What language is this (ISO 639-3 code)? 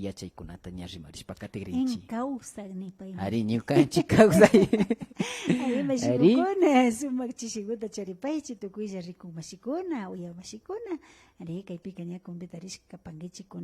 qvi